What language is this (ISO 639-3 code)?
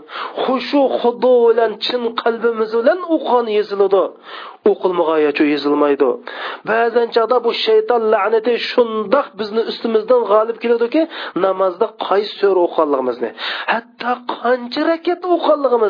uig